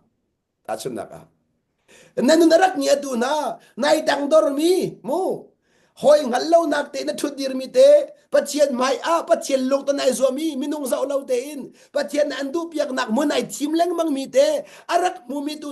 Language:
Hakha Chin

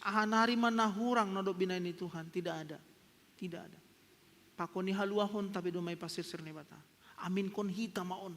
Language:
Batak Simalungun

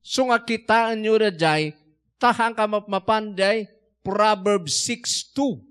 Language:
Iloko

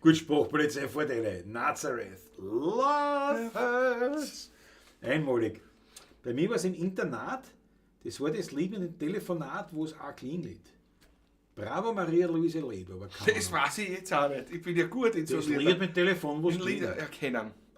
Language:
Bavarian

